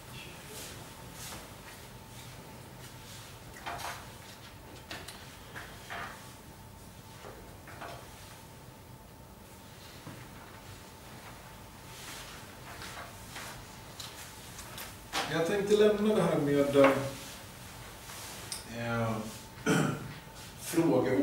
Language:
Swedish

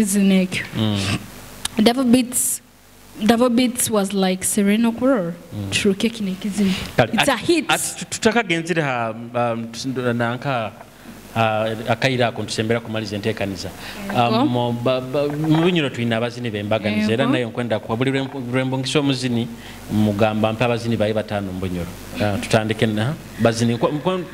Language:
Nyoro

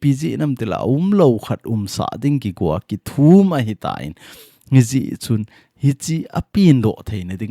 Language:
Thado Chin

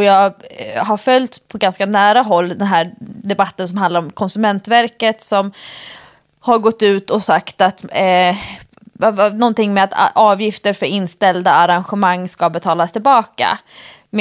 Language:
Swedish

